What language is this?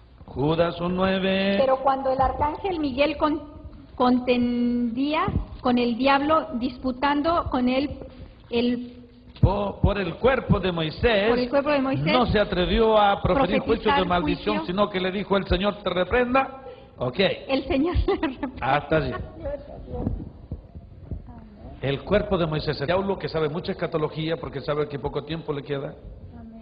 Spanish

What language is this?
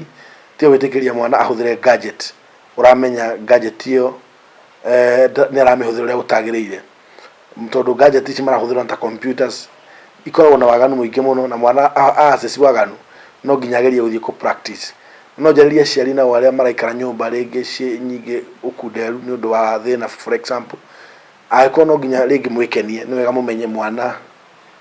Kikuyu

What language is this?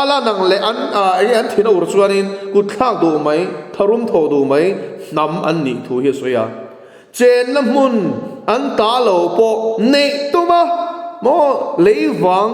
Mizo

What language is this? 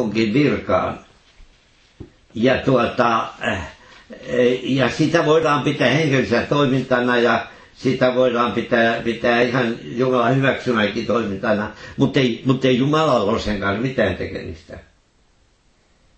Finnish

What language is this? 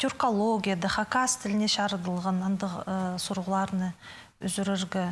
Khakas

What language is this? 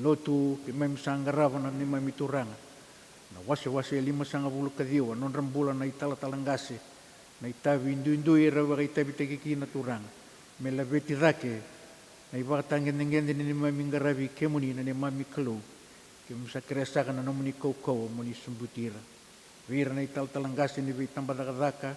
Fijian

